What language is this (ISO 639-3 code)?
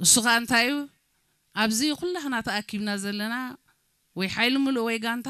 tir